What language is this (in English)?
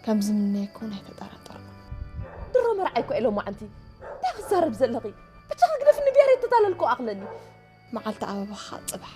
Tigrinya